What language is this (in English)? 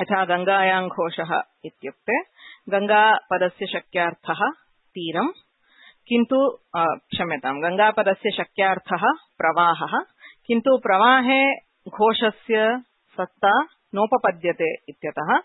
Sanskrit